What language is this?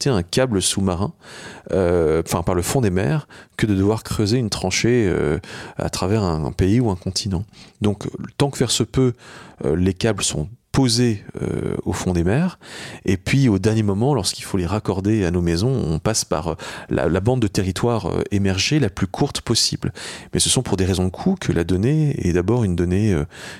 French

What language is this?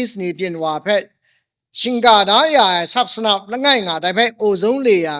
Kachin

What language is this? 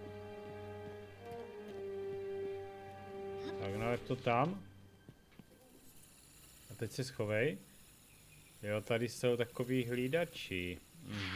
Czech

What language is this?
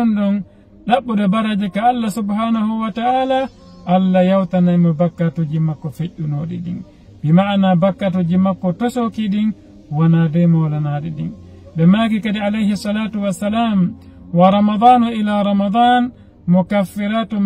Fula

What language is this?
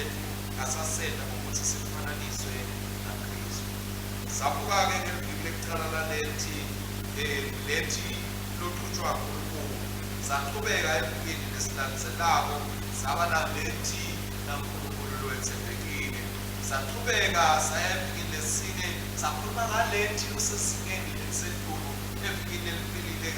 Swati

